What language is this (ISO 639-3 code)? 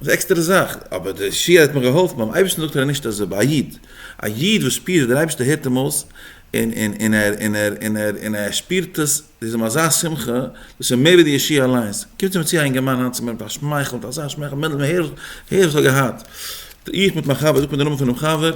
yid